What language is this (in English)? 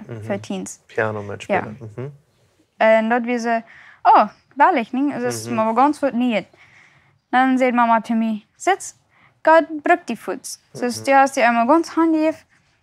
Plautdietsch